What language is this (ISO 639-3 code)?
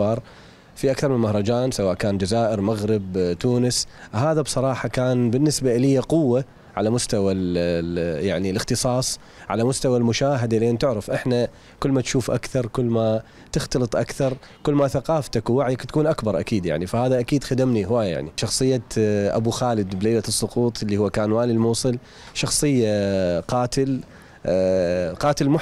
acm